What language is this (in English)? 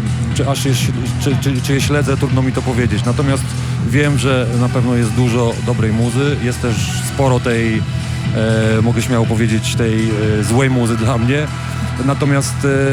Polish